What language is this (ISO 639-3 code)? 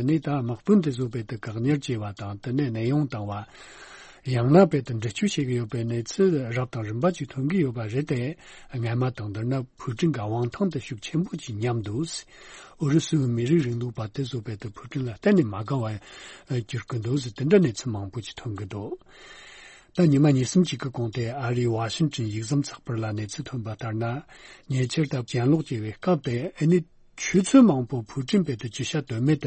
bod